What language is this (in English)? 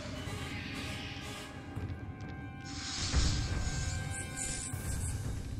English